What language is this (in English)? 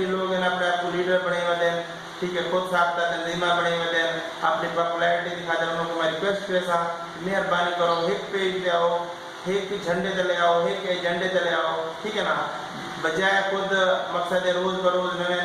Saraiki